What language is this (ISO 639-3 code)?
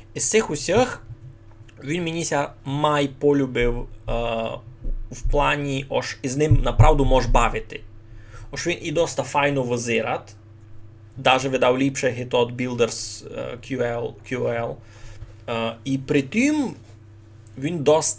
rue